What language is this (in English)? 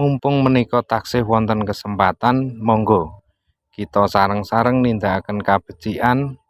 Javanese